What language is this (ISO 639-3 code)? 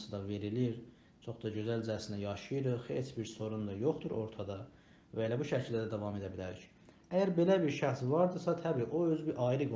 azb